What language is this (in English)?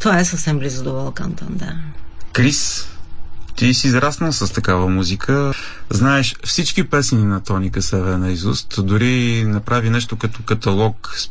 Bulgarian